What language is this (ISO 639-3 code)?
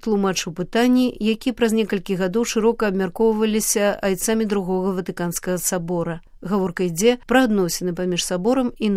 bel